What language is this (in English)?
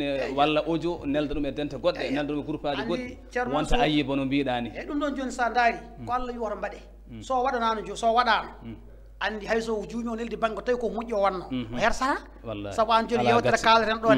Fula